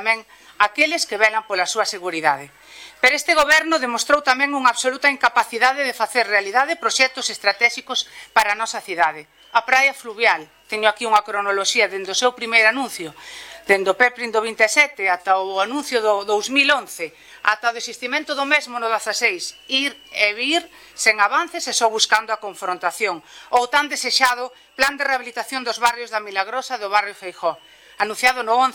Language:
Galician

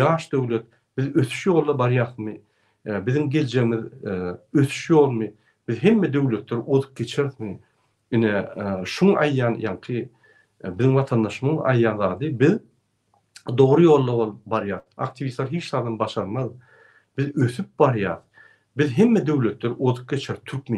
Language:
Turkmen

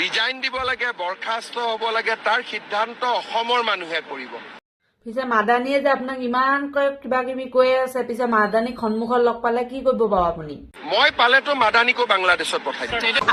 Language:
Assamese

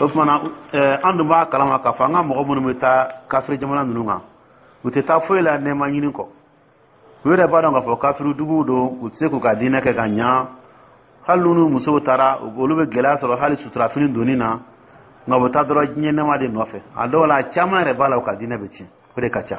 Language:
Dyula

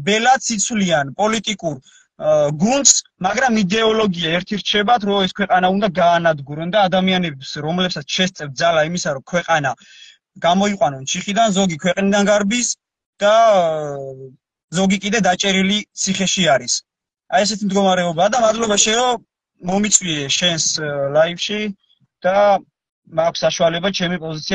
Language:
Georgian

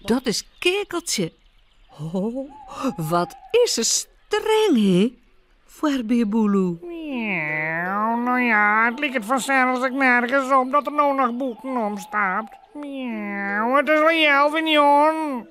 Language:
Western Frisian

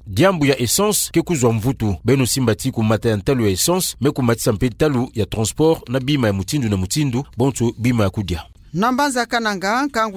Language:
Kituba (Democratic Republic of Congo)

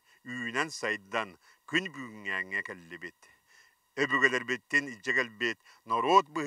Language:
Yakut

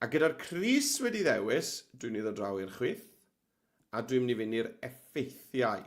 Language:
Welsh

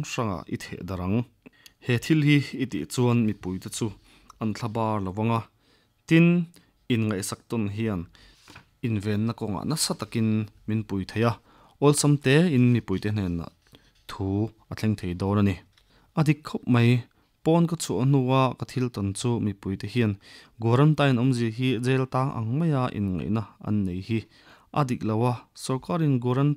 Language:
Mizo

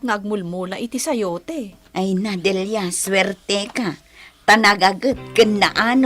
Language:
Iloko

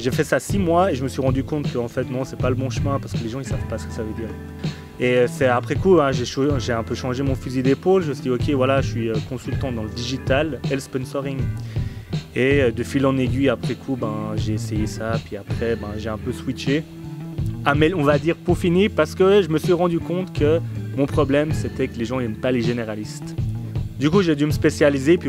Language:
French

